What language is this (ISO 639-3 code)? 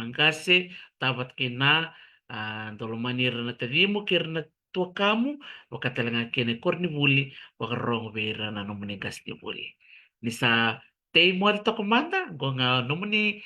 fij